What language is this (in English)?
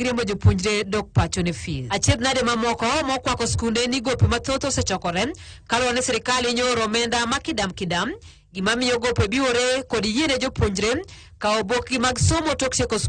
Luo (Kenya and Tanzania)